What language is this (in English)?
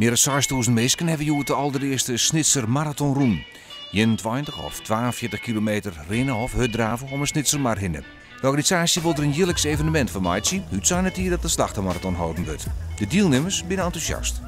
Western Frisian